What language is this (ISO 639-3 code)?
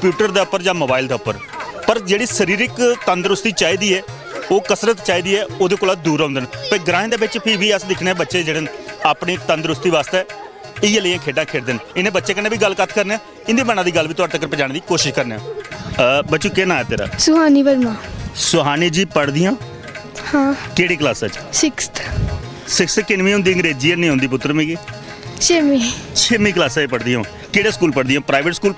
doi